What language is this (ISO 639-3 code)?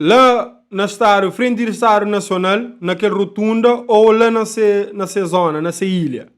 kea